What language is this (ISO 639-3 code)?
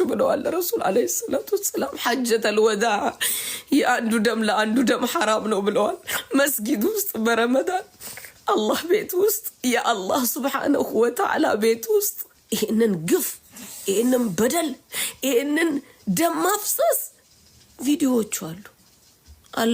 amh